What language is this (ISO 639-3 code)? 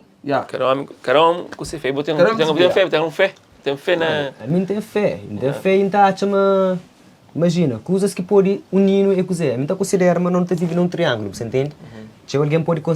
kea